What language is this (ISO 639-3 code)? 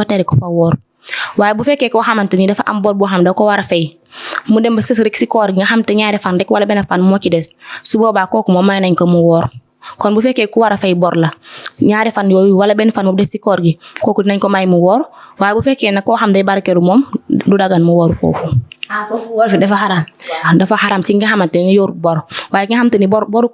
wol